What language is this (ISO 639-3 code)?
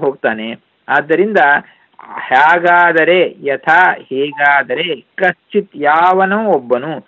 kan